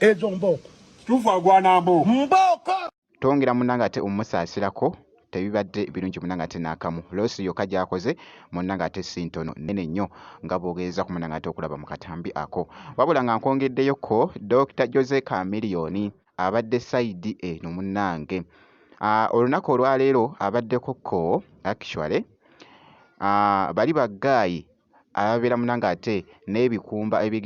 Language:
Ganda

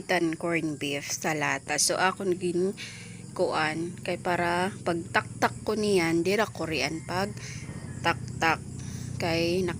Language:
Waray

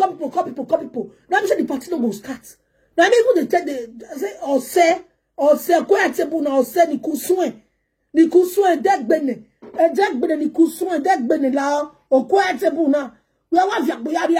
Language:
Nigerian Pidgin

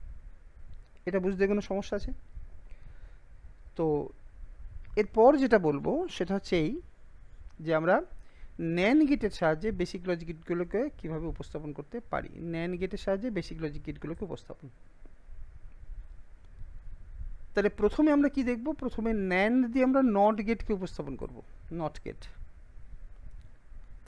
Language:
Bangla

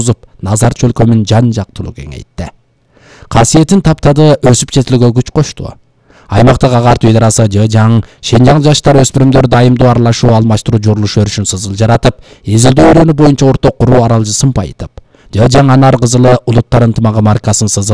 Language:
Kyrgyz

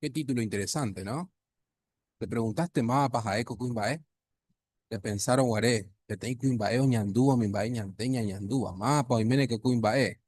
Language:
Guarani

